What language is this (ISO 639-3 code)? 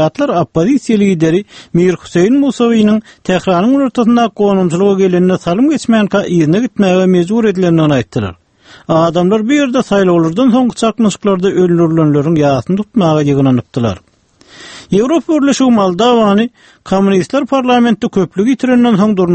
tuk